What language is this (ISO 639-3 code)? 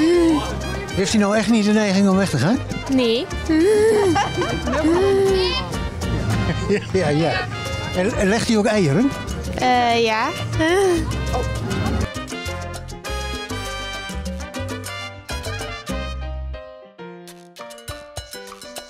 nld